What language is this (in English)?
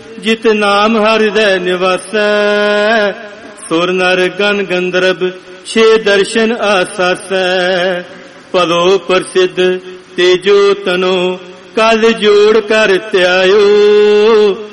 Punjabi